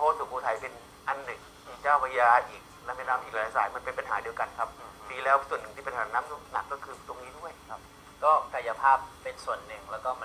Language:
Thai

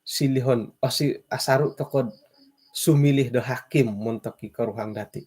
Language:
Central Dusun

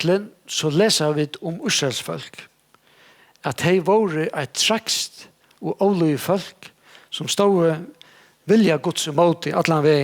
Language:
Faroese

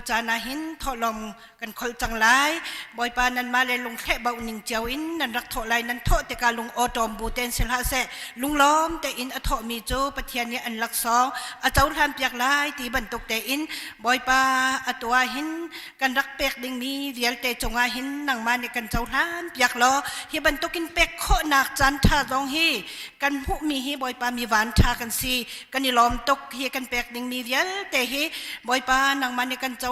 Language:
Hakha Chin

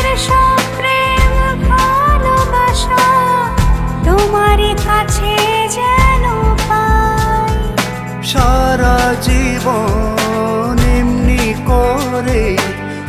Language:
Bangla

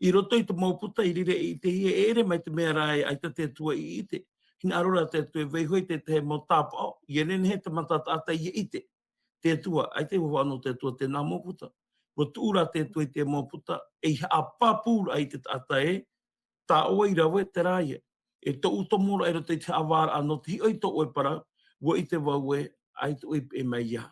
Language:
Tahitian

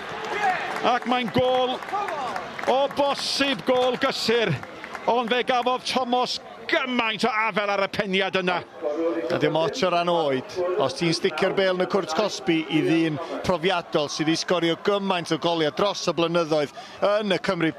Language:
Welsh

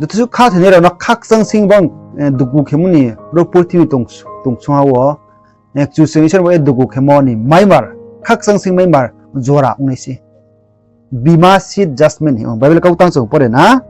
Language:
Riang (India)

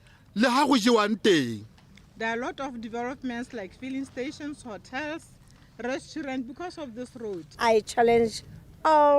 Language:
Tswana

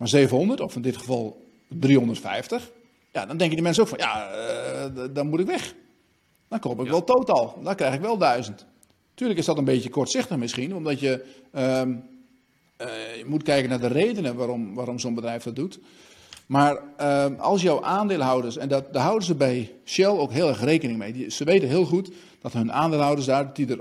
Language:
Dutch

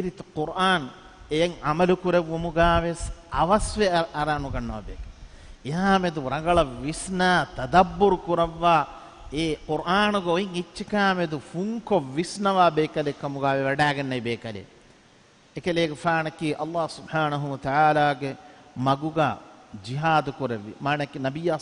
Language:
Divehi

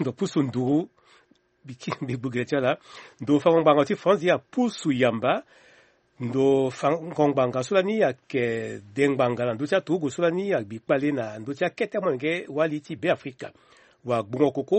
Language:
Sango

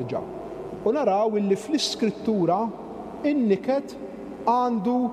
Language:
Maltese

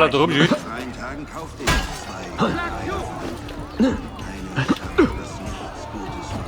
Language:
Bavarian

